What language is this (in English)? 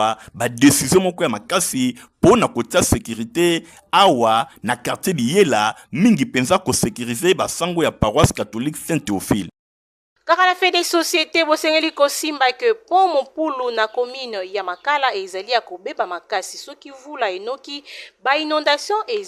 Lingala